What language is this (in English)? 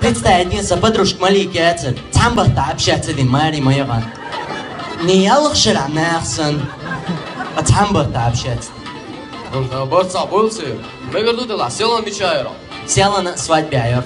Chechen